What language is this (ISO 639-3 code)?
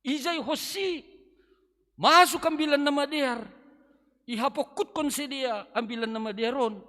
bts